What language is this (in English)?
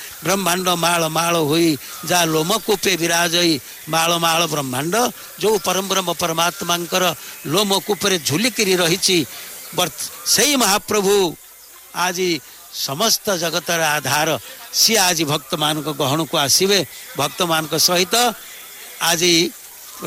Odia